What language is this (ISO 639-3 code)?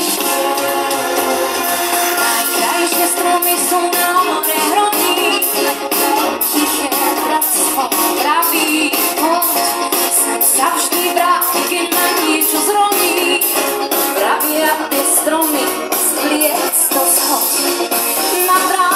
slk